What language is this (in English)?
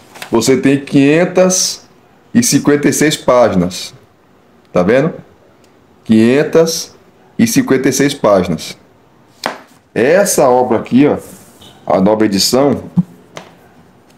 Portuguese